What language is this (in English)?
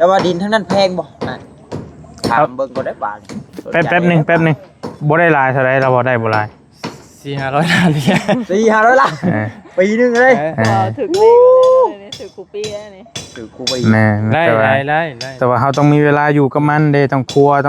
Northeastern Thai